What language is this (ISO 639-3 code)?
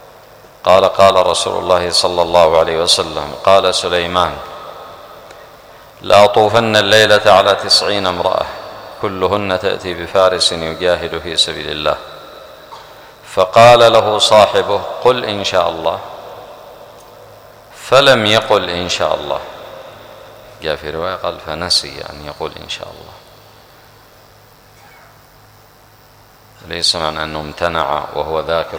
ara